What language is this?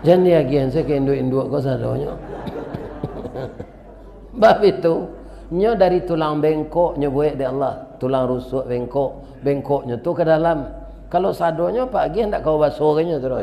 Minangkabau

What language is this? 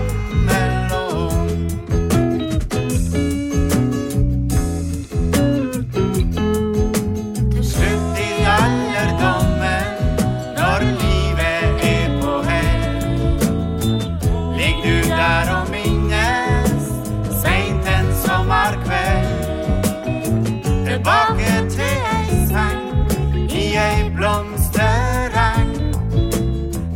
Norwegian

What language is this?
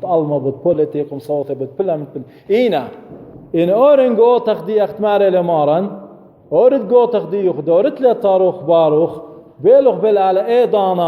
Assyrian Neo-Aramaic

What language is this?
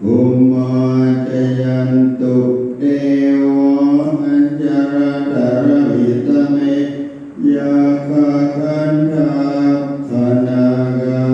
Pali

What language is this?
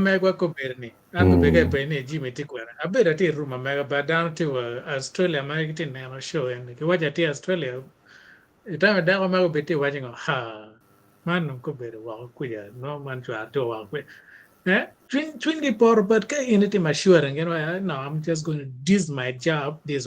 Acoli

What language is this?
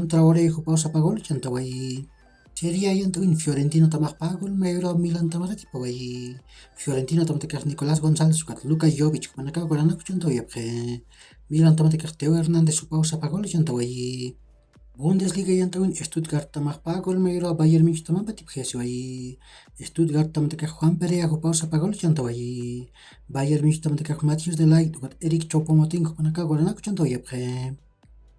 Aymara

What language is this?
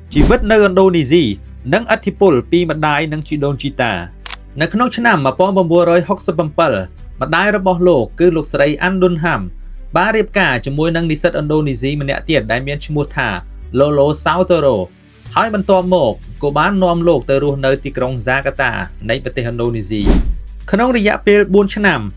Khmer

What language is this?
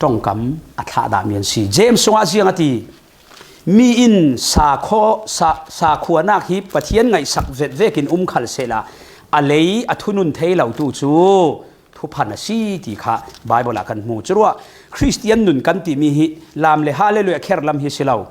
Falam Chin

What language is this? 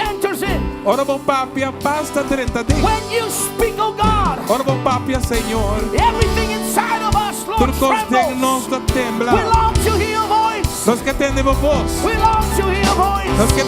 Papiamento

